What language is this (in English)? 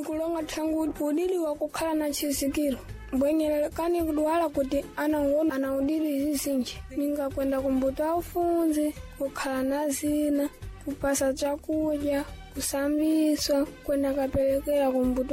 Sena